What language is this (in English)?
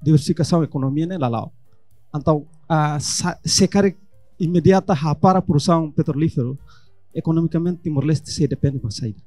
Tetum